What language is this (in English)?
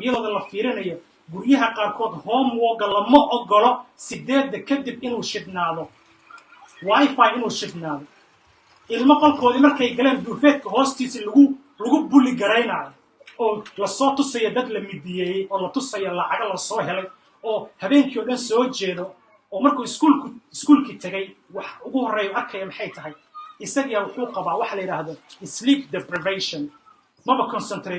Somali